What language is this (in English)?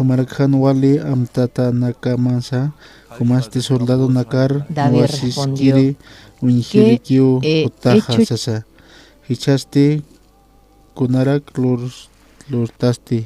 Aymara